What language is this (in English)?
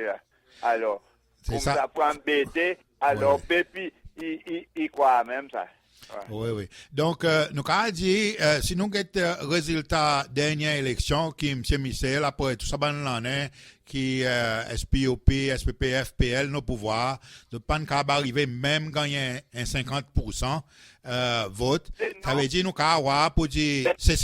Seselwa Creole French